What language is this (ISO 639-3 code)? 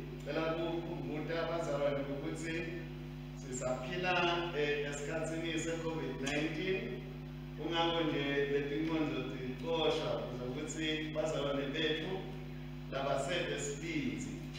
ssw